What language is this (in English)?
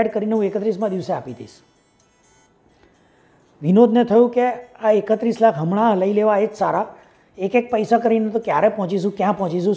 Gujarati